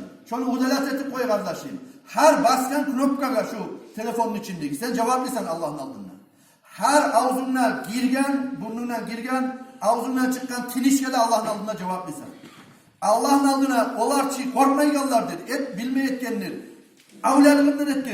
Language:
Kumyk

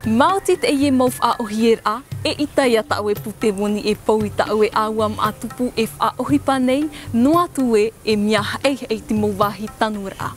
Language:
Tahitian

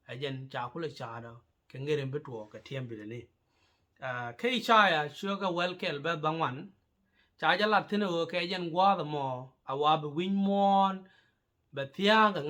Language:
Nuer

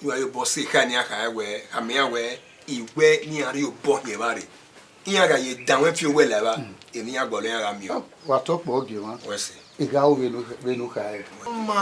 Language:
Bini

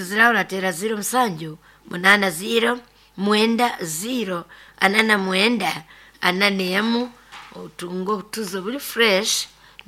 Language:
Nyoro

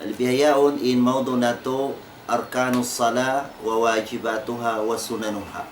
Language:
Tausug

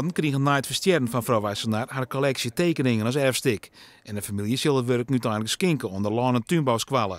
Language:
Western Frisian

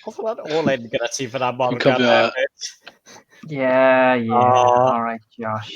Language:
Welsh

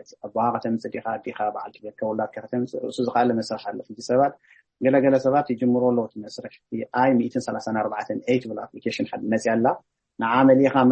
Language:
Tigrinya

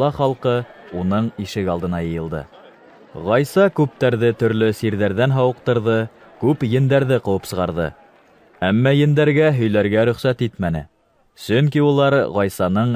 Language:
Bashkir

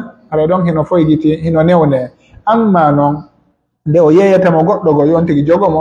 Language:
Pular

